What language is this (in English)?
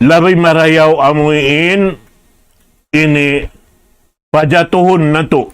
Tausug